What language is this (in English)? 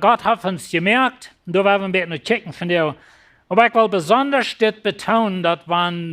Plautdietsch